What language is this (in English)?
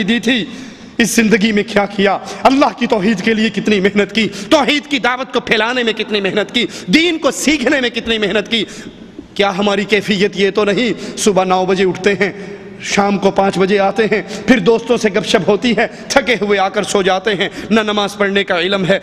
Urdu